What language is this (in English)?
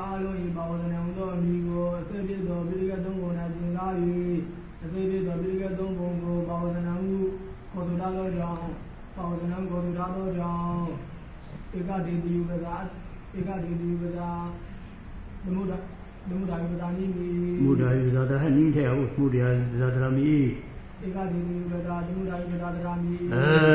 Burmese